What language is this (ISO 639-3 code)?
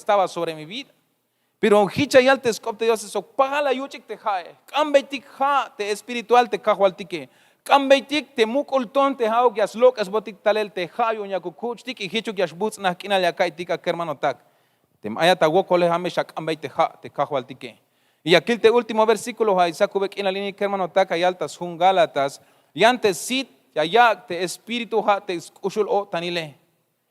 tzh